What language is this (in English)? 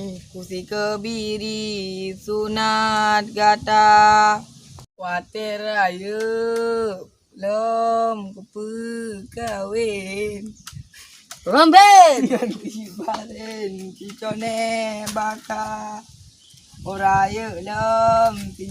Achinese